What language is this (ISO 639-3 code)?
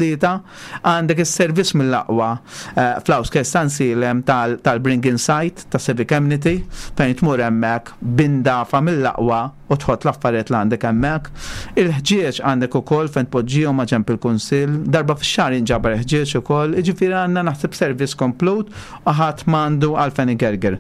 mlt